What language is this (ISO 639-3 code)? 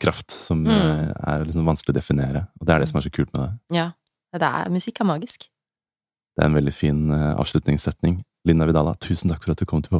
nor